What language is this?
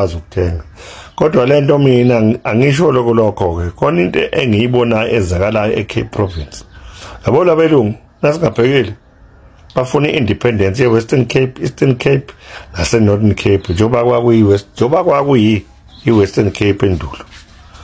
Zulu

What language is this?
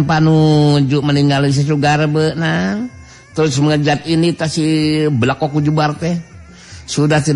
Sundanese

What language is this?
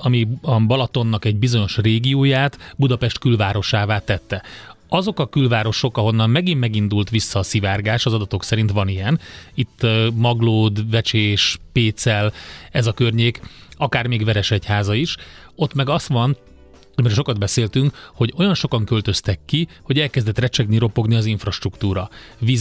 Hungarian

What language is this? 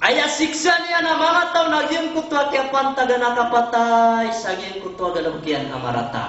Maranao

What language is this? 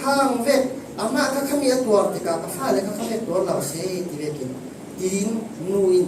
Falam Chin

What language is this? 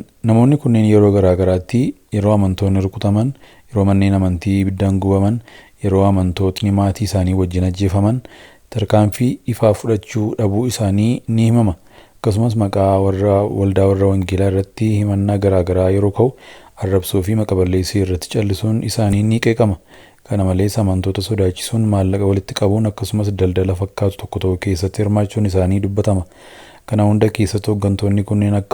Oromo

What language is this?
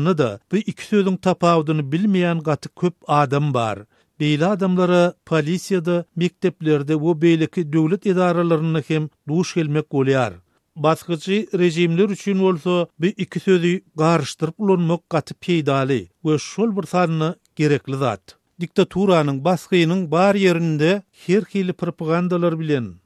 Turkmen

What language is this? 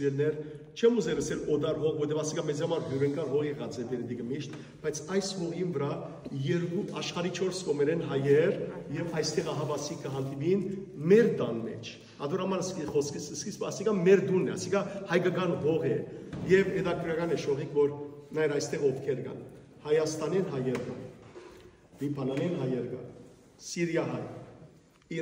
Western Armenian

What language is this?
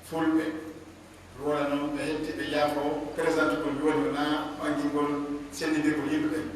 Pular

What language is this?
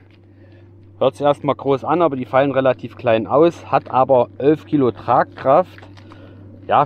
German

